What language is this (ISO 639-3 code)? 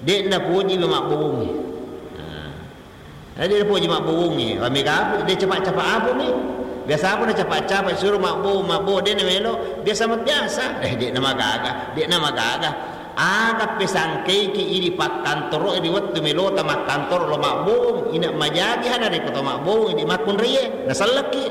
bug